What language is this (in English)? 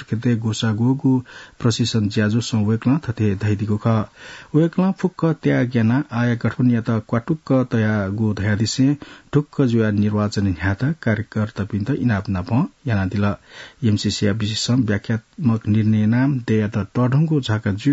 Newari